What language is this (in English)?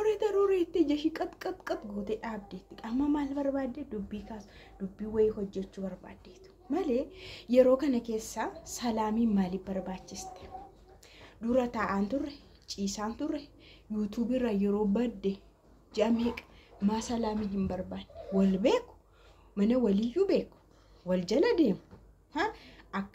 Oromo